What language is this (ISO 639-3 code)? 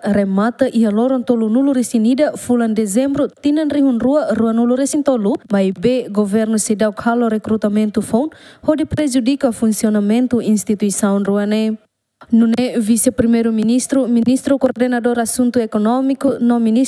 tet